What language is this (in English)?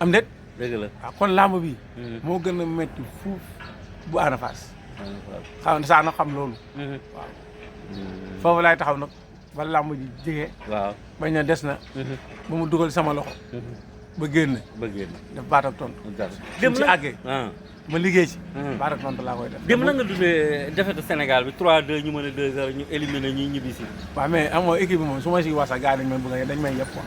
Wolof